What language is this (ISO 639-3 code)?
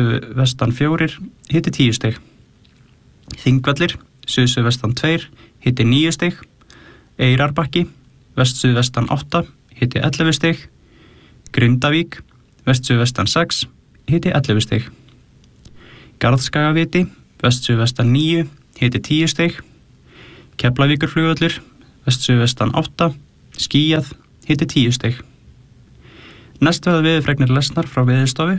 isl